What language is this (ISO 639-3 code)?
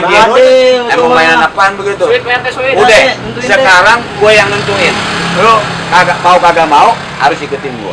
bew